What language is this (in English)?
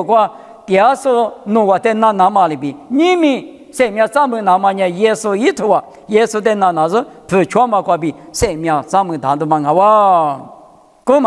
Lisu